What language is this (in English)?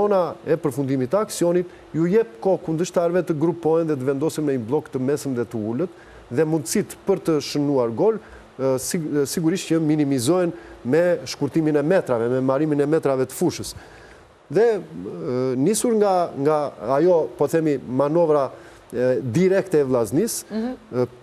Albanian